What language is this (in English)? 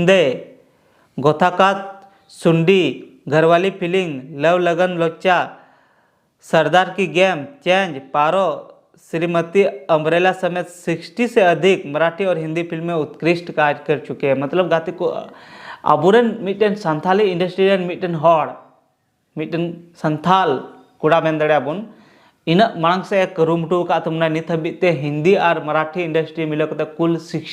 Santali